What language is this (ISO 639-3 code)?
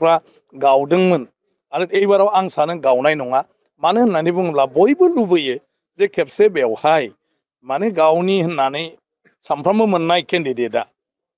brx